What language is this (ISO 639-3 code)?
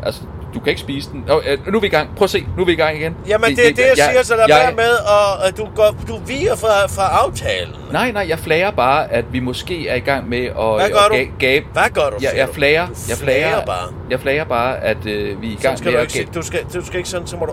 dan